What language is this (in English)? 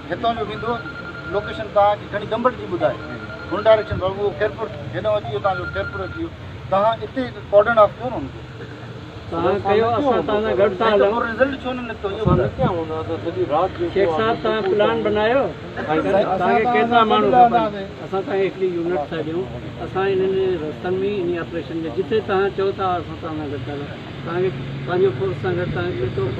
Sindhi